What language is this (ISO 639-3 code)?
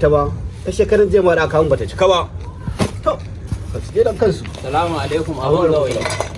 hau